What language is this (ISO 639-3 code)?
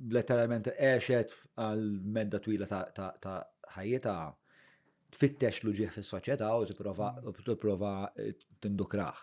mlt